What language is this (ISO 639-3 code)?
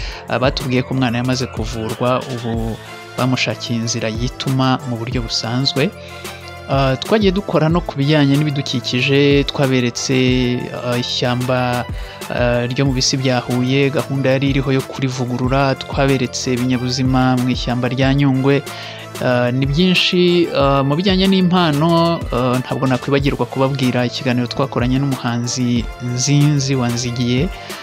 kin